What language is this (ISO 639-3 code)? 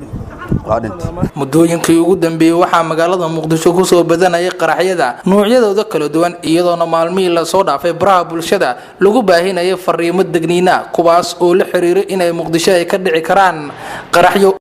som